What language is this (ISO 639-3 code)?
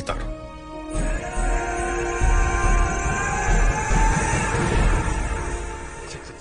tel